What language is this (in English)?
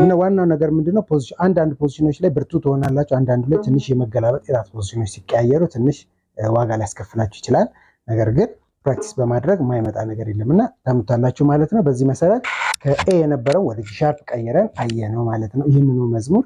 Amharic